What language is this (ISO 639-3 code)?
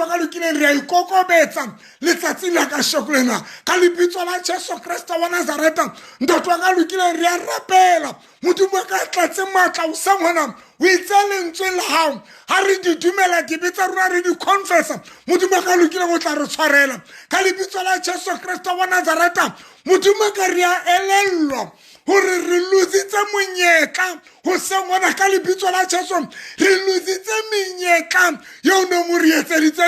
sot